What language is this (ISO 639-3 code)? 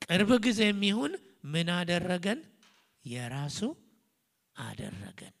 amh